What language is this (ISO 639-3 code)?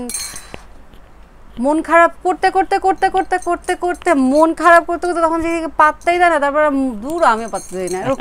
ben